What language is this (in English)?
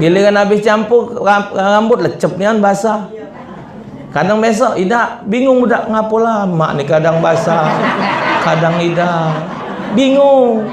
Musi